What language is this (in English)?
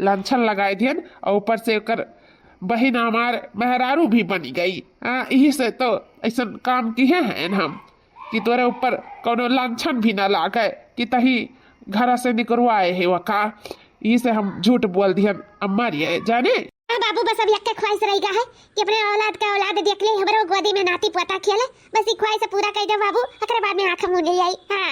Awadhi